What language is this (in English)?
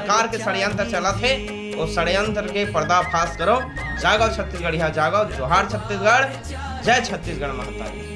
Chhattisgarhi